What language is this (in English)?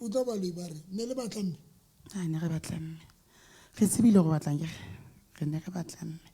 Southern Sotho